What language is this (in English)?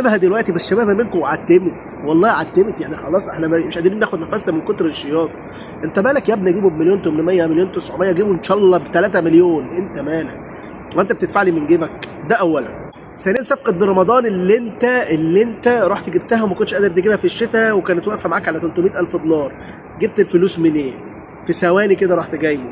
Egyptian Arabic